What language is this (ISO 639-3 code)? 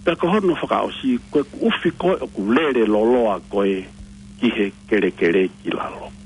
ton